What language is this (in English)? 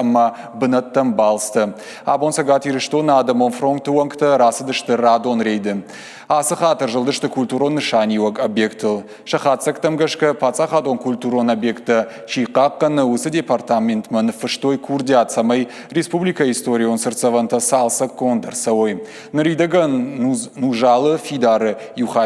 Ossetic